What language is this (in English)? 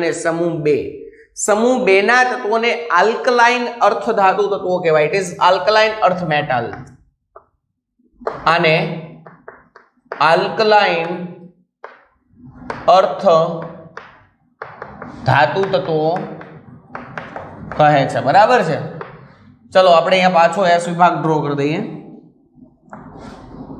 Gujarati